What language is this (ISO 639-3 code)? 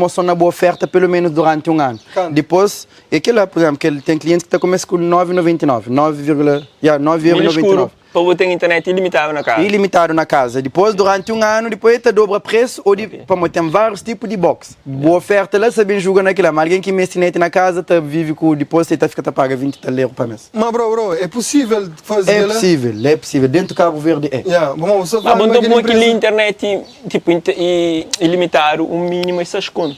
kea